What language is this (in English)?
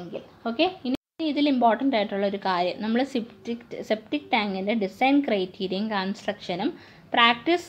Malayalam